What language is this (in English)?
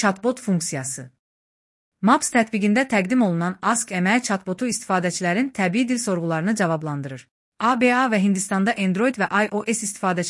Azerbaijani